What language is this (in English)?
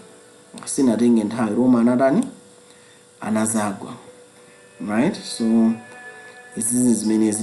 Nyanja